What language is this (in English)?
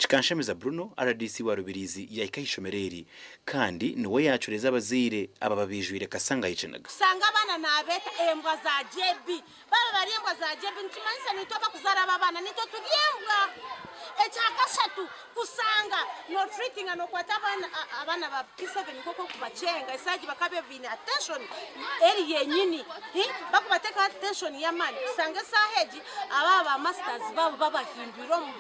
Nyankole